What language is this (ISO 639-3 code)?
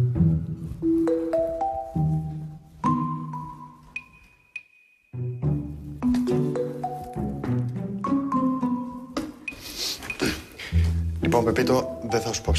ell